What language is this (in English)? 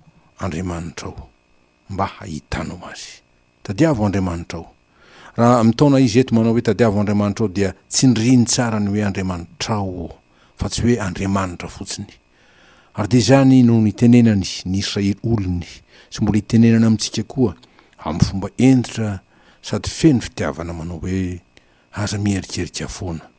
Malagasy